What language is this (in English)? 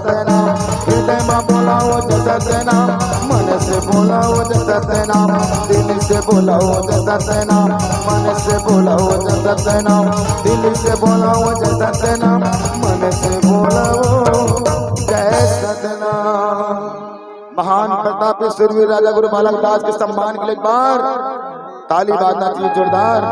Chhattisgarhi